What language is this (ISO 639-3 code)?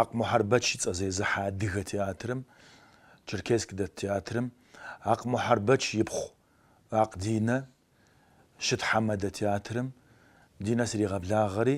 kbd